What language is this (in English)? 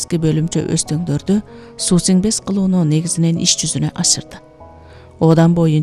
Kyrgyz